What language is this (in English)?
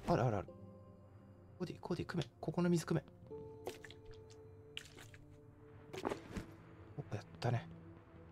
Japanese